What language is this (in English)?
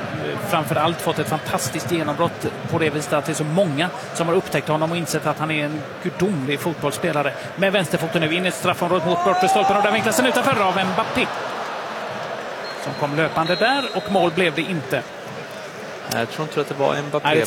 Swedish